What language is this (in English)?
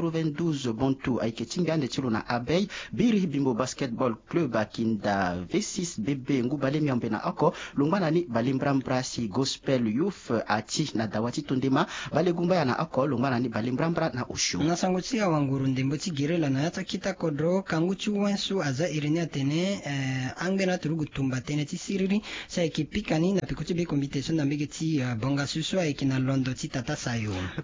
Sango